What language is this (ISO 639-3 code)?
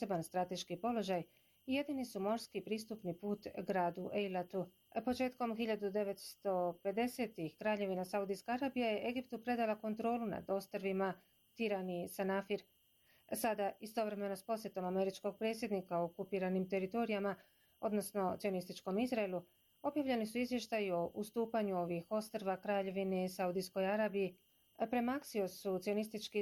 bos